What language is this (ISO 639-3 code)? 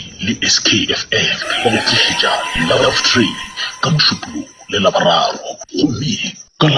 nso